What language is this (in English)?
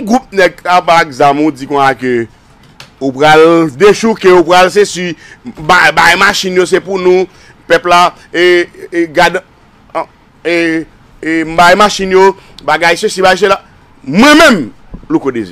Haitian Creole